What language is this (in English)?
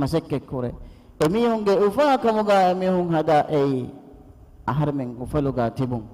Divehi